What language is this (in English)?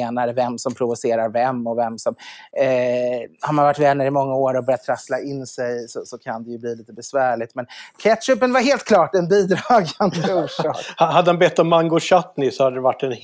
Swedish